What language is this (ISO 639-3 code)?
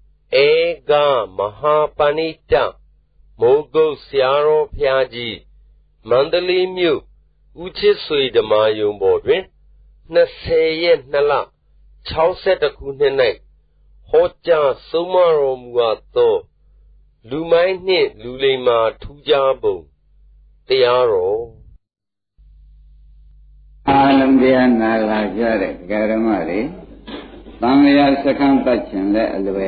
mya